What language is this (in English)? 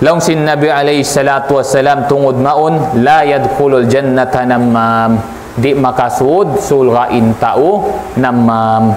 Tausug